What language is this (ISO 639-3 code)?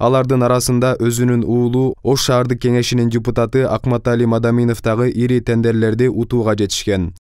kir